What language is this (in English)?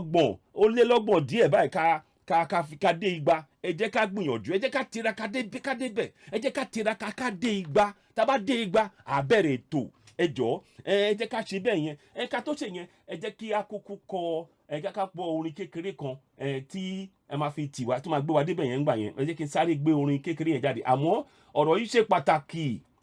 Yoruba